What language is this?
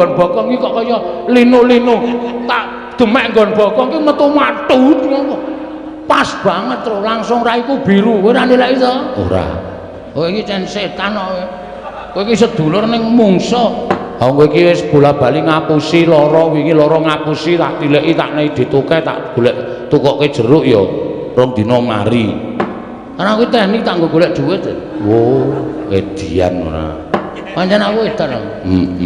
Javanese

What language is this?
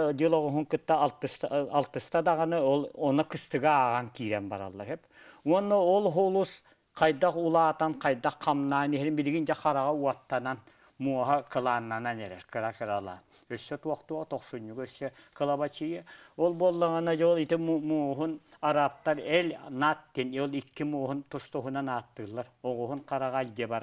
Yakut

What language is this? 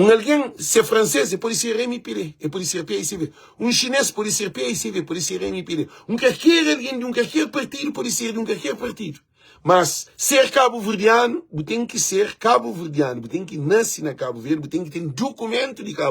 Kabuverdianu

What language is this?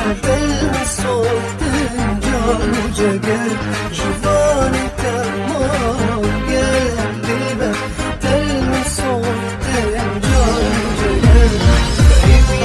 Kurdish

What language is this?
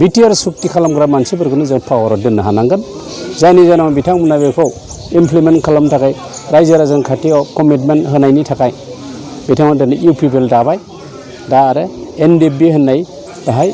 Bodo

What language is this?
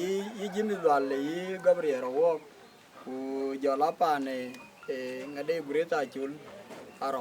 Dinka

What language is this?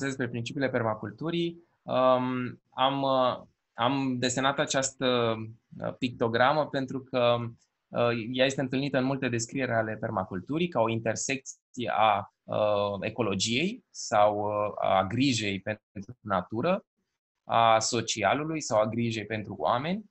Romanian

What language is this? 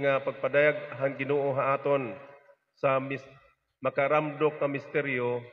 Waray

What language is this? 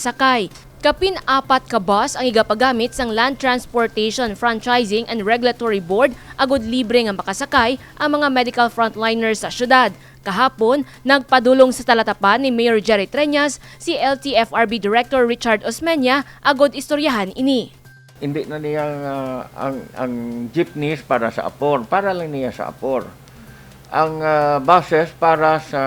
Hiligaynon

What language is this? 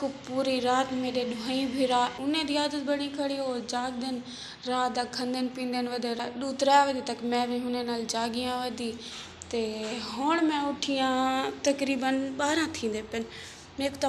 Saraiki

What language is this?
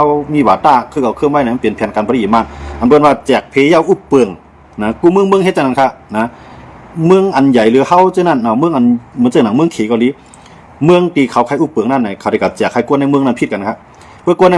Shan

